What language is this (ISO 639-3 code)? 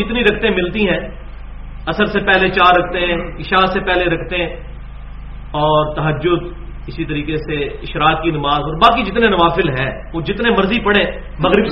urd